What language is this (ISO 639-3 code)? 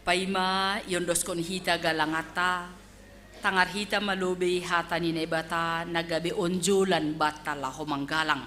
bts